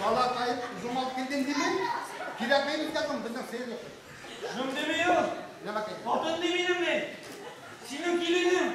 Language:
Bashkir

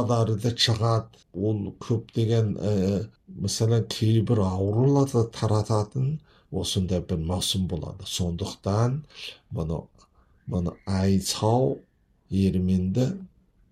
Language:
Kazakh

